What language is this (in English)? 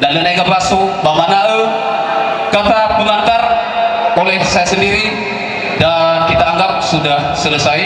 Nias